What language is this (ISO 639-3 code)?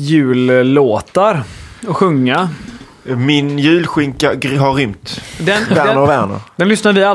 swe